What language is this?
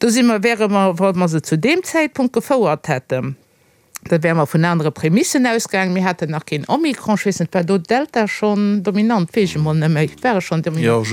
Luxembourgish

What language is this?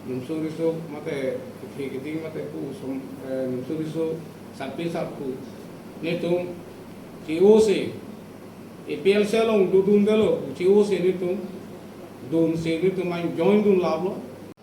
Karbi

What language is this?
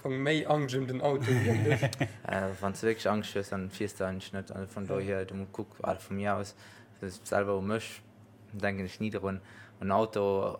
Luxembourgish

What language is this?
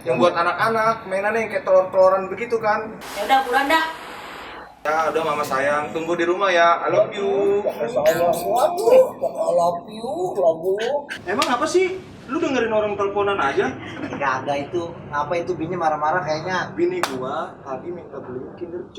Betawi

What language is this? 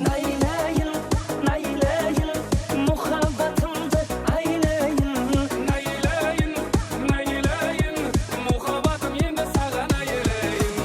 Kara-Kalpak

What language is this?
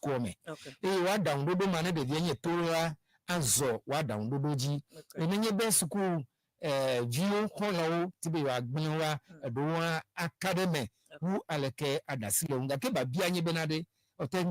Ewe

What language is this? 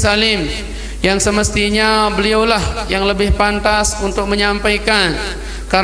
Sasak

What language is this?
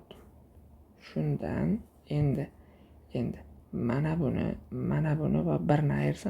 Uzbek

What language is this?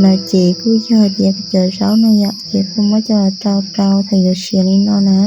Hmong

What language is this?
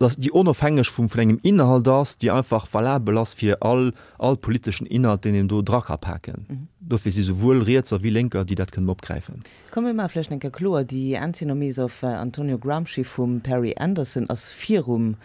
Luxembourgish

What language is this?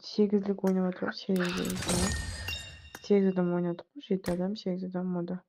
Kara-Kalpak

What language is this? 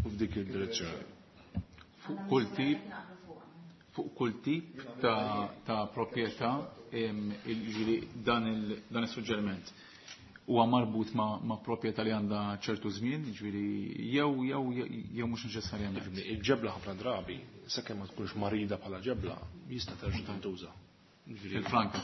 Maltese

